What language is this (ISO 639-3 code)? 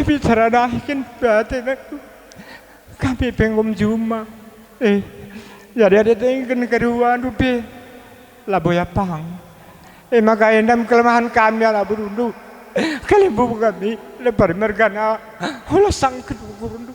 btx